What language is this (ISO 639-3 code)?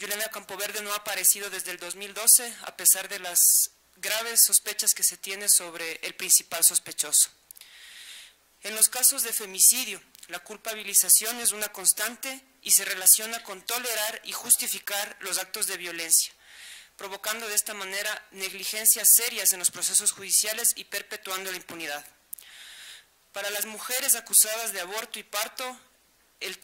spa